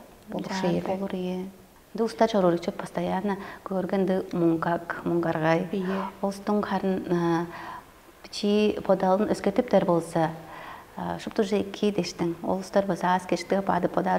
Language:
Tuvinian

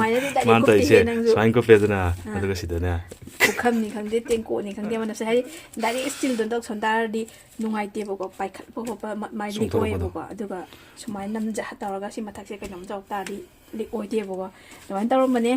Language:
Manipuri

